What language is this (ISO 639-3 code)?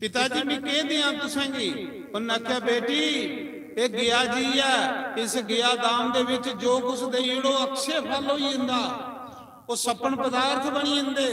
doi